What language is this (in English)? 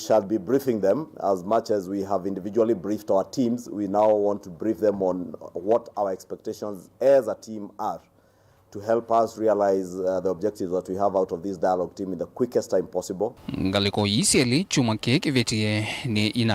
Kamba